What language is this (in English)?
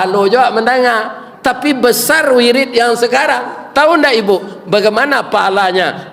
Minangkabau